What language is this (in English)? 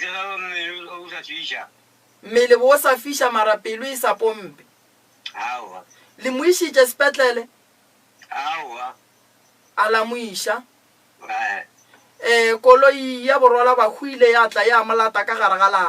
Northern Sotho